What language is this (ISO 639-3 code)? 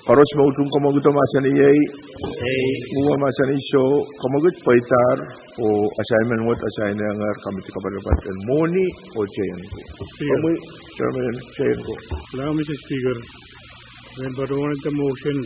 pon